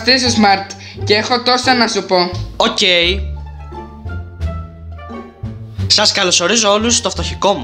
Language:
Greek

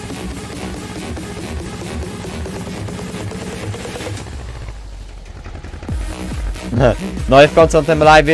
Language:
Polish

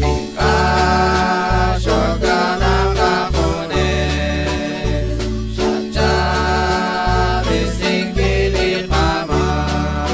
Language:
Kekchí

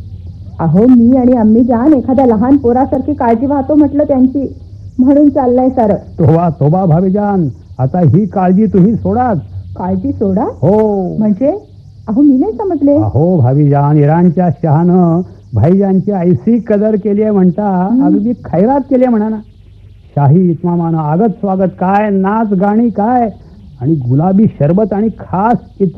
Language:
Marathi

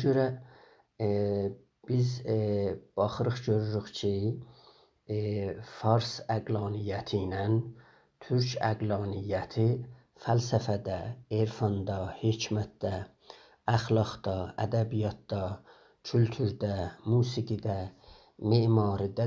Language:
South Azerbaijani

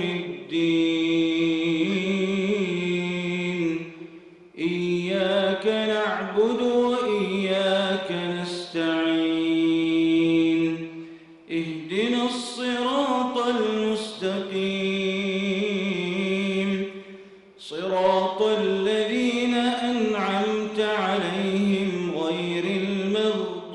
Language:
Arabic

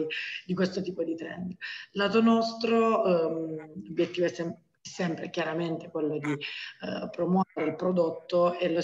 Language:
Italian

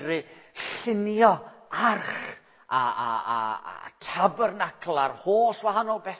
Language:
Welsh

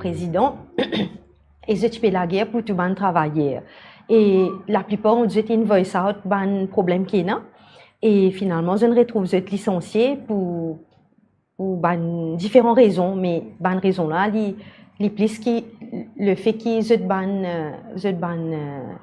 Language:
Morisyen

